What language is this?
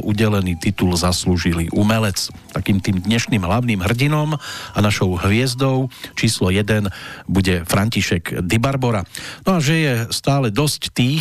Slovak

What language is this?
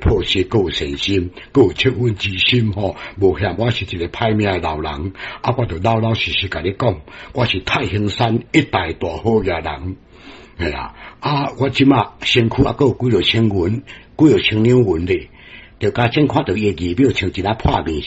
Min Nan Chinese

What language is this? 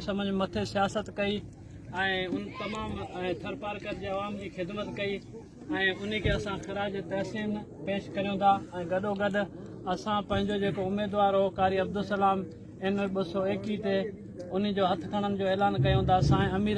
Sindhi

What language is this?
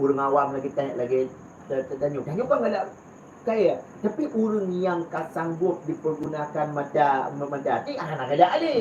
Achinese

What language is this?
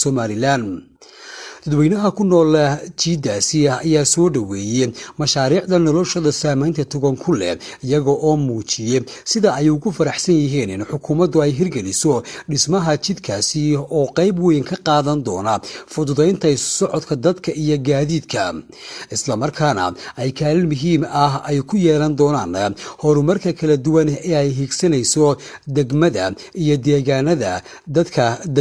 Somali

